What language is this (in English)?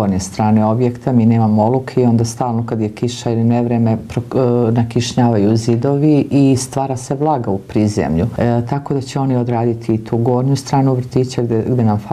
Serbian